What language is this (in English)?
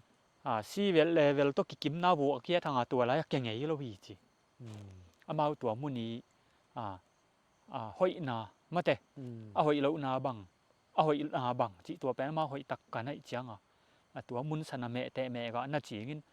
Tedim Chin